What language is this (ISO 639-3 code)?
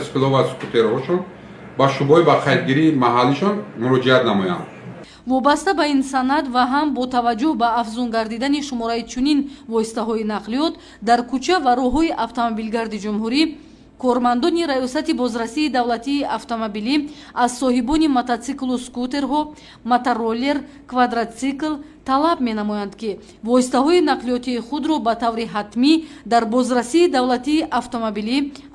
tgk